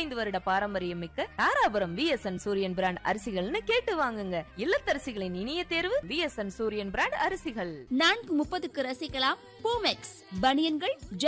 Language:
Tamil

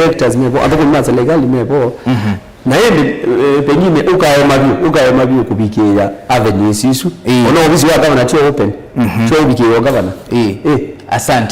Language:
Kamba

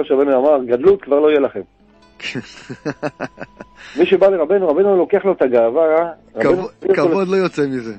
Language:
Hebrew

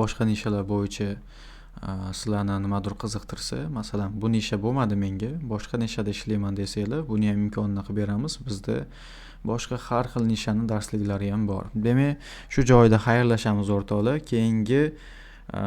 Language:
Uzbek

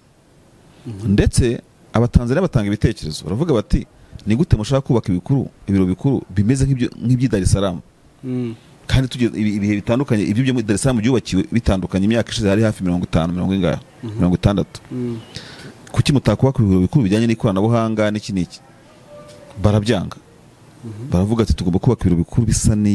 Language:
Kinyarwanda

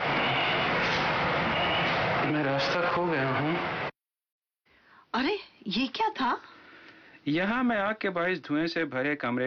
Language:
Urdu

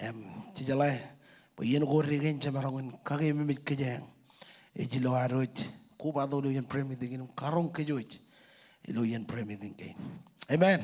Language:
Marshallese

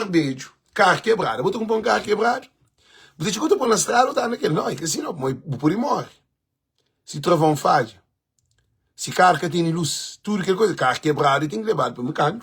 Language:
Kabuverdianu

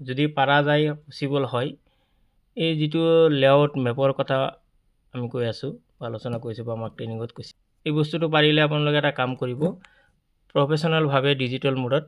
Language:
Assamese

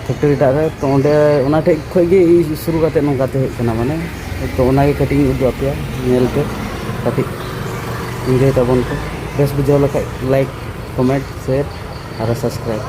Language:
Santali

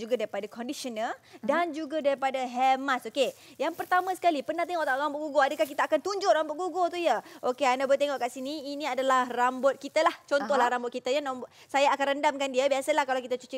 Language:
Malay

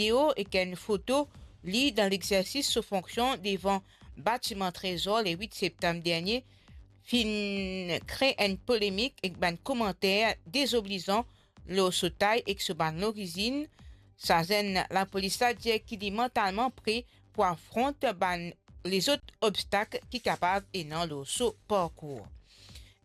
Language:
Morisyen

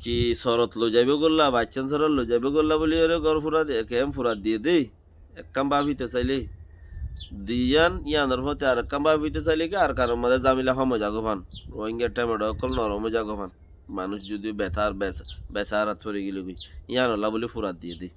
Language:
Rohingya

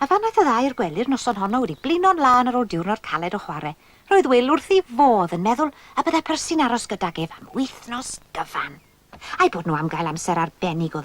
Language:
Welsh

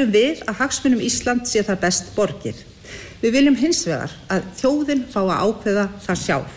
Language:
Icelandic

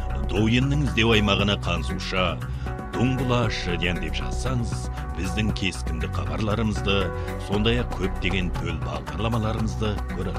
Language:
Kazakh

